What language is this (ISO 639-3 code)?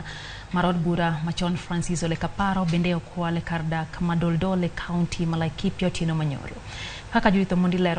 luo